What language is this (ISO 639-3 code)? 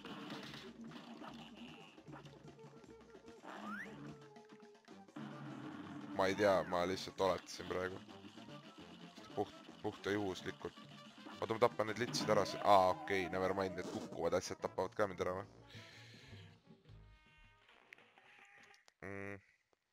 est